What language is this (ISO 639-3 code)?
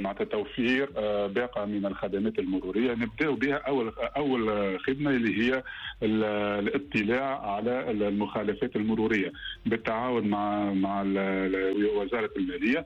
aeb